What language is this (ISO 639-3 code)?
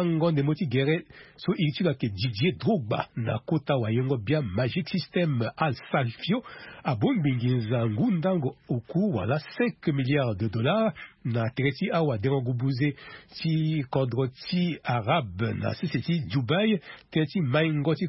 sag